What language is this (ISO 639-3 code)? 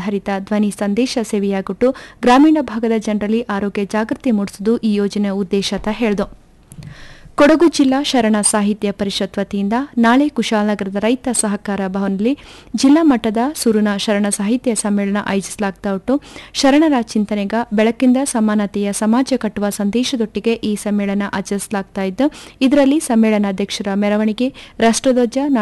kan